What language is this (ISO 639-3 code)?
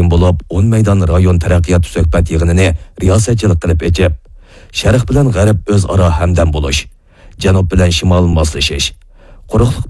uig